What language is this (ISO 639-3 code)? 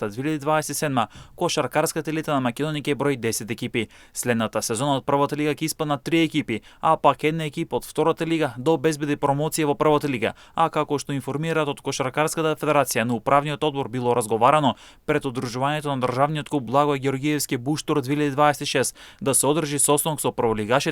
mkd